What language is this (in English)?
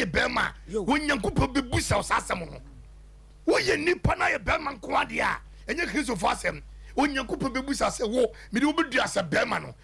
Akan